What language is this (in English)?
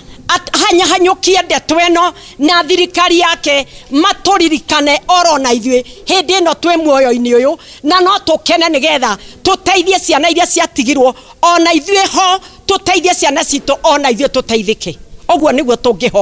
Kikuyu